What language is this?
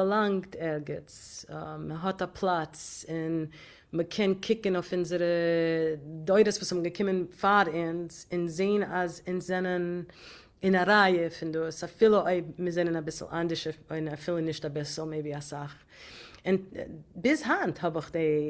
Yiddish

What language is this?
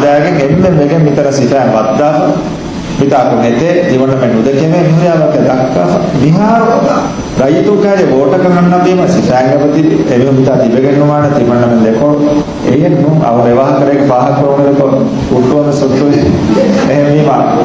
Divehi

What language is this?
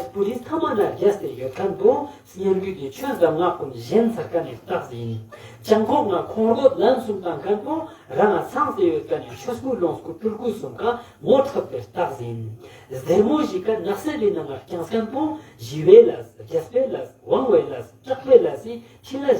Ladakhi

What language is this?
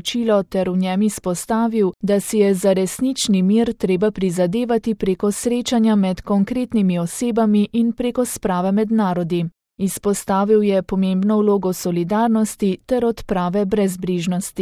Slovenian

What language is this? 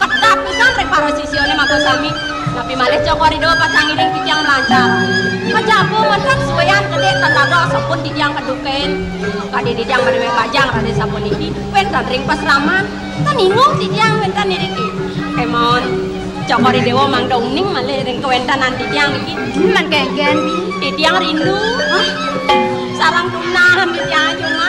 Balinese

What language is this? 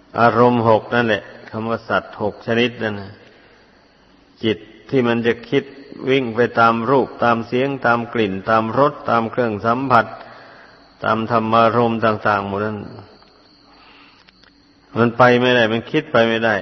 Thai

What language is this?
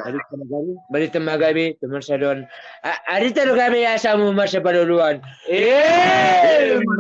Batak Toba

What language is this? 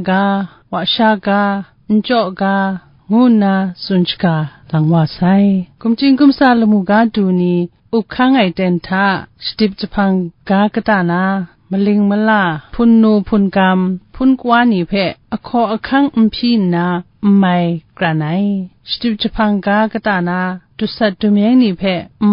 Kachin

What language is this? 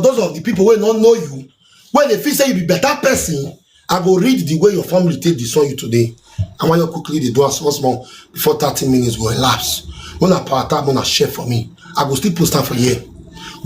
Nigerian Pidgin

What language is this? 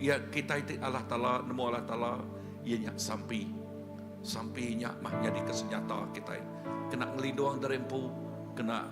Iban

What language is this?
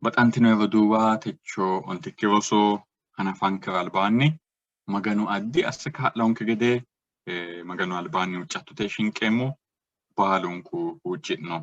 Sidamo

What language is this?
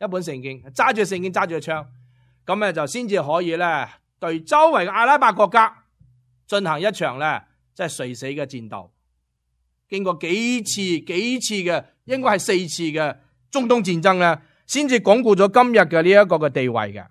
Cantonese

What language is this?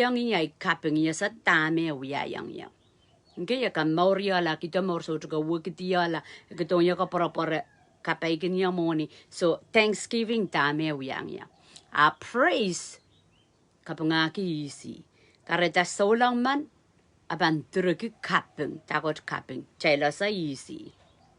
Pohnpeian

